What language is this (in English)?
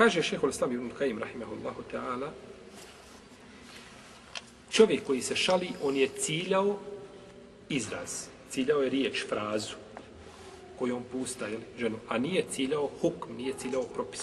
Bosnian